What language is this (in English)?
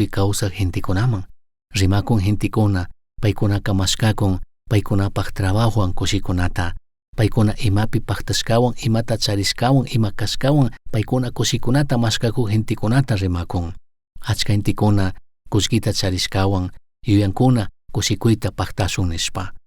Chimborazo Highland Quichua